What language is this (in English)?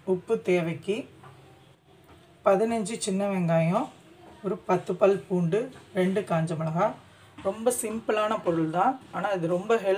Tamil